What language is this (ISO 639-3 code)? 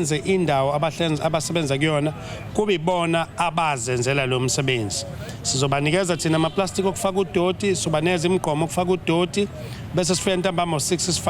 zul